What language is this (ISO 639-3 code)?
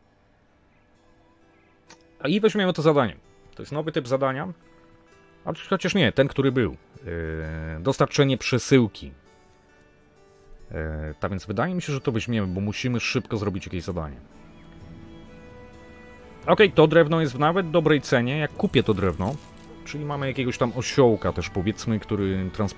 pol